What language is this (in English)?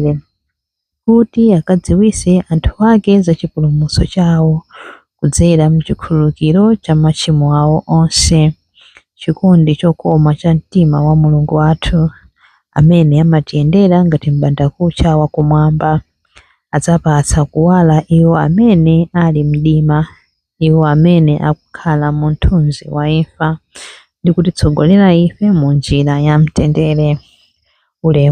Nyanja